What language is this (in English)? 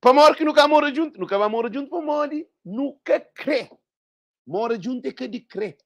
Kabuverdianu